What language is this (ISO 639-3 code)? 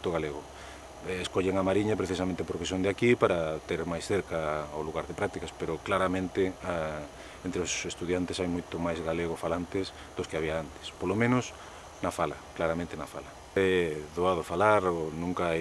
glg